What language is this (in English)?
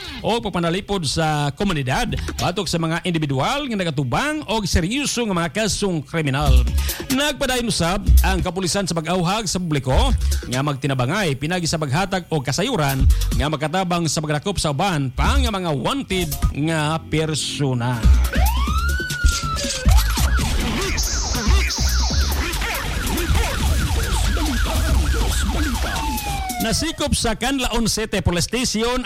Cebuano